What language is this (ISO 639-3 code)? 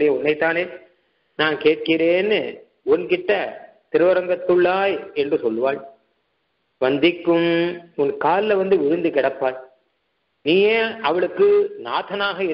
tam